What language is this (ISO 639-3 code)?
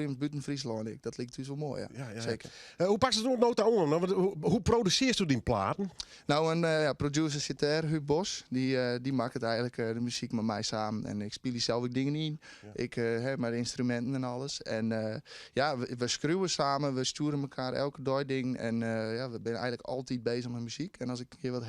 fry